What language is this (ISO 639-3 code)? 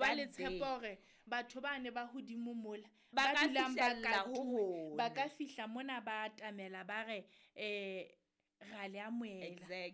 sot